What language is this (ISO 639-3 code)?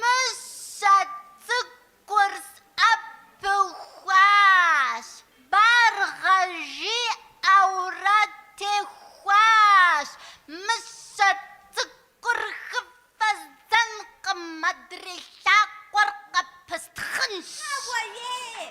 kbd